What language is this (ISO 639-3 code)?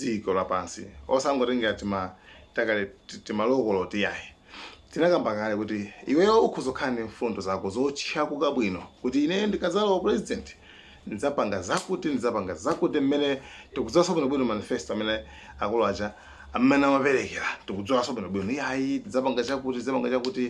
nya